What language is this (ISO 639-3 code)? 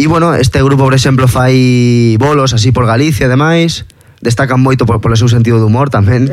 glg